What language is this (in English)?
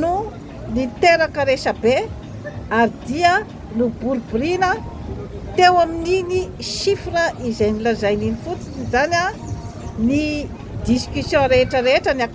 Malagasy